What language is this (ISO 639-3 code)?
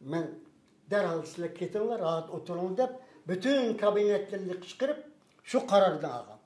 uig